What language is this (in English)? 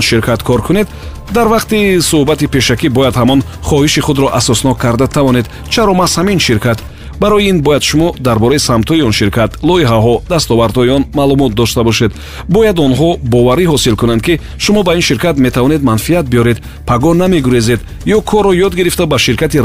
Tajik